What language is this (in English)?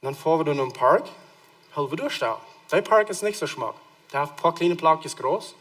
Plautdietsch